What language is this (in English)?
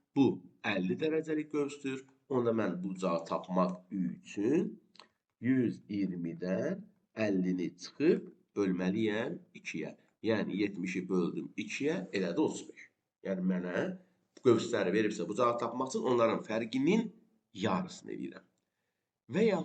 Azerbaijani